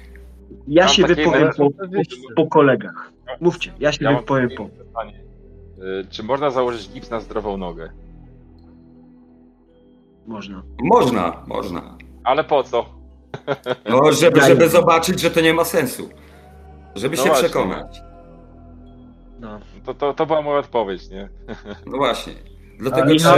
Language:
Polish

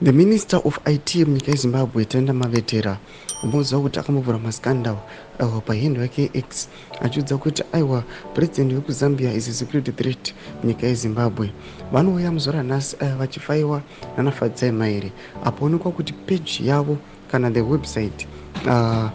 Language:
Shona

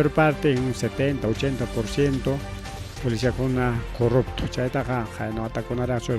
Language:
Ayacucho Quechua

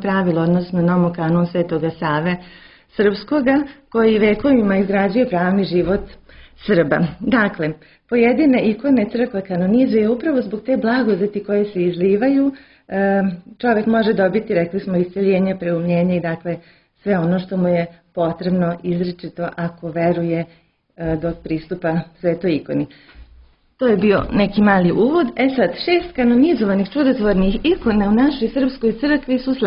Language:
Serbian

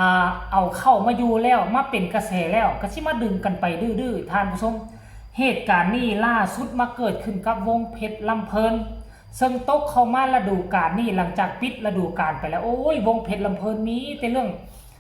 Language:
Northeastern Thai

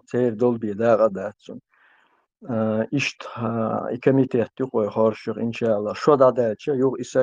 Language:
Chechen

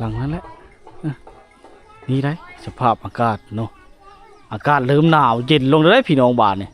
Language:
Lao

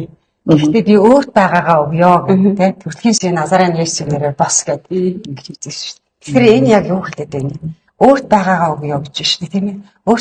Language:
Mongolian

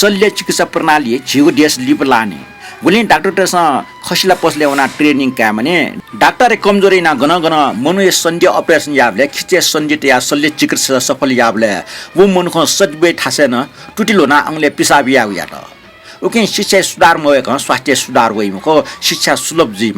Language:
Newari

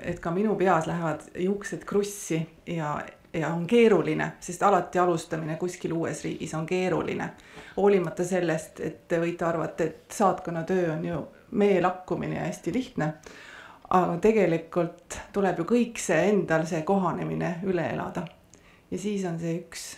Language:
Estonian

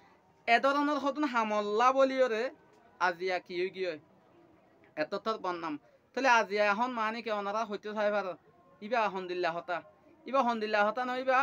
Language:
Rohingya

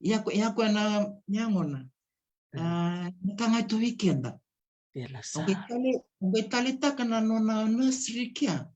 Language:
Fijian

